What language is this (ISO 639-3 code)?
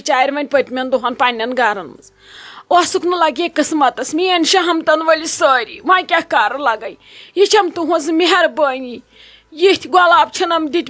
kas